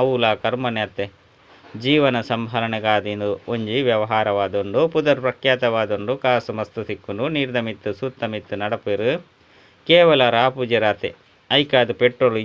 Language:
Tulu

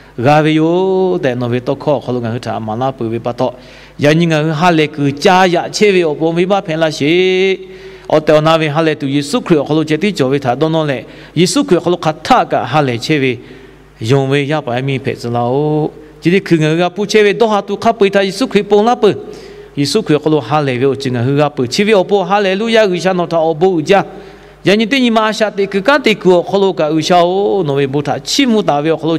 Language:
Lahu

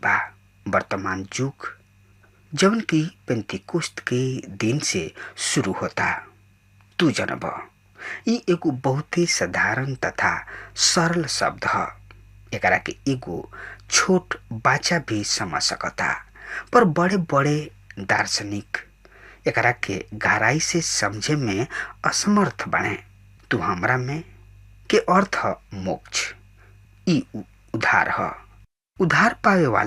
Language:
Bhojpuri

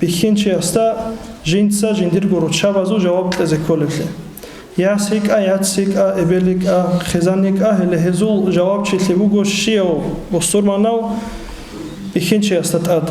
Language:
Avaric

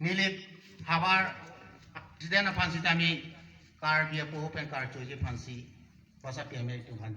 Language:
Karbi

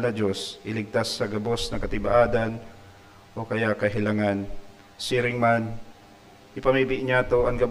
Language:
Bikol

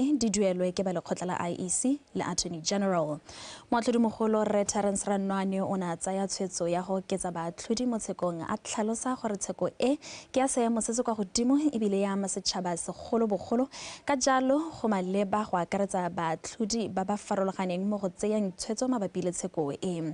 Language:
Tswana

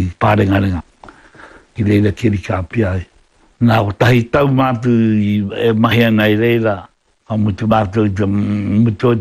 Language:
Māori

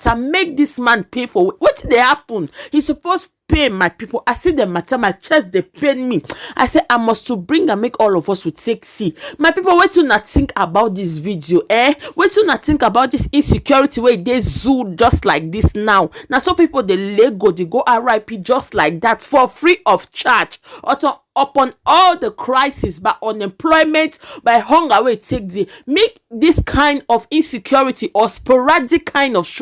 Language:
Nigerian Pidgin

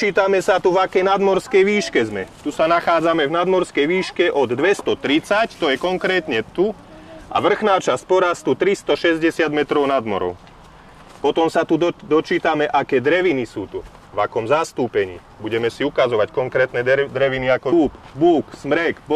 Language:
Slovak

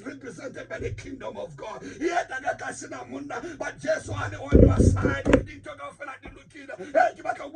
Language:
Tswana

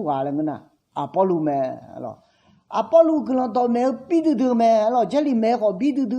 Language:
Akha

